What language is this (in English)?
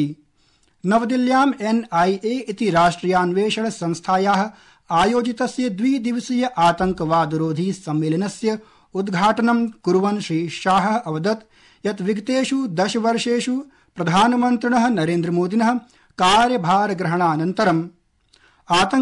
Sanskrit